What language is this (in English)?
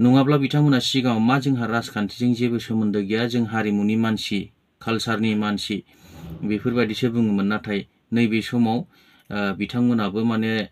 Bodo